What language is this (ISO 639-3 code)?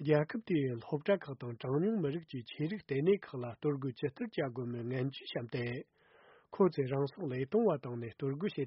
bod